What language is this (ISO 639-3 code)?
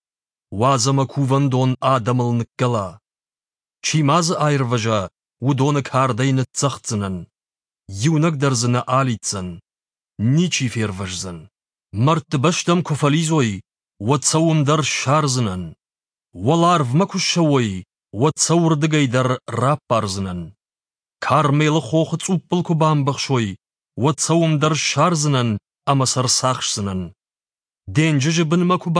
oss